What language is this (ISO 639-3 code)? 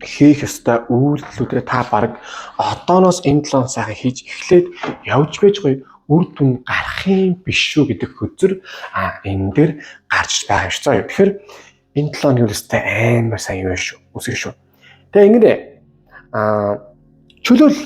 mon